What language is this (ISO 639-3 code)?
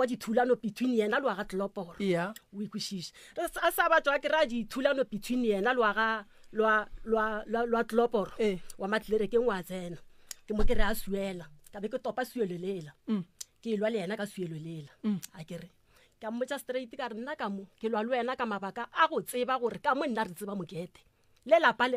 nso